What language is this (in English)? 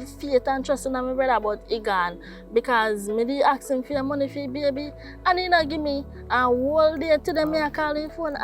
Jamaican Creole English